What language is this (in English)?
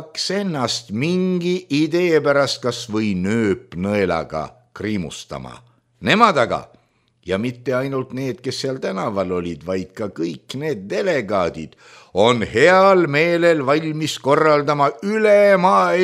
Estonian